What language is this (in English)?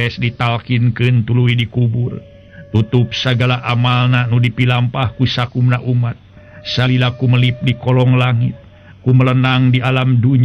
Sundanese